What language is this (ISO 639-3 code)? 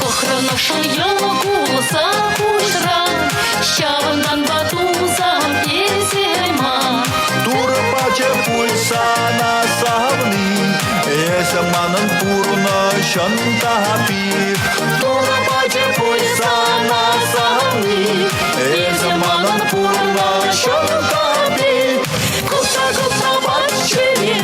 chv